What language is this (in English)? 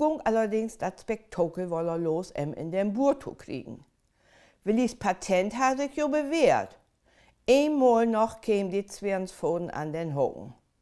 Low German